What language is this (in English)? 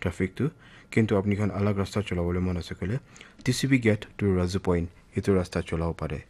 Naga Pidgin